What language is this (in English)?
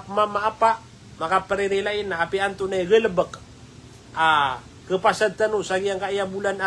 Maranao